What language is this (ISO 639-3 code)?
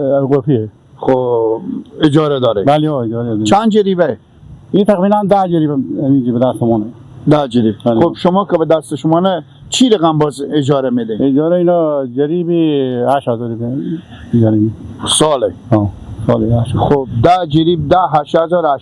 fas